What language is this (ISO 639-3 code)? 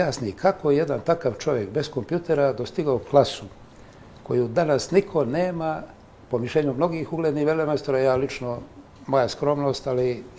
bos